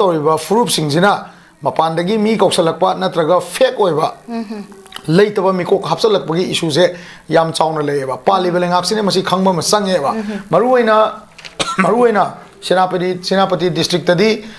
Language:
Manipuri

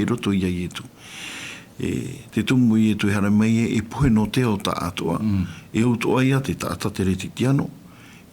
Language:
Tahitian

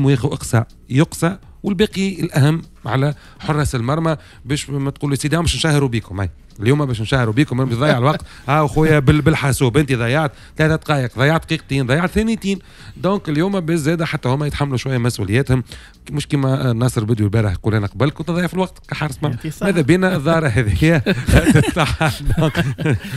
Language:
Tunisian Arabic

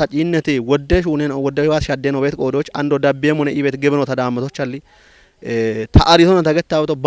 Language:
Kafa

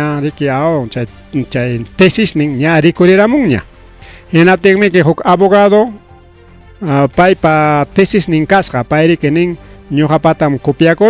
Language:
Ayacucho Quechua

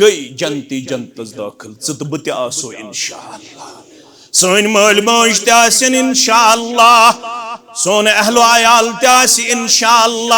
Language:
Kashmiri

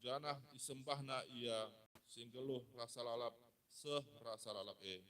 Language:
Batak Karo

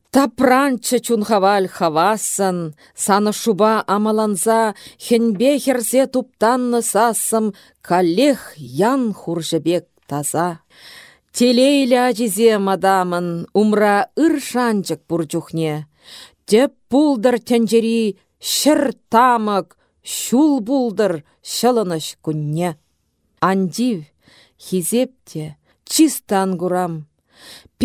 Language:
Chuvash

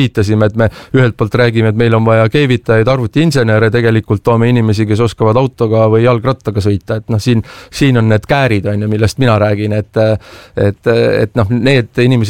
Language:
Estonian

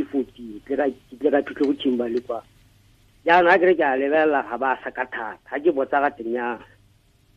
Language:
Tswana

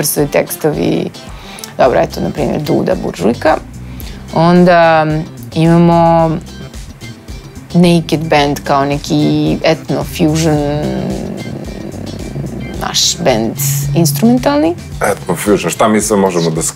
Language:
Serbian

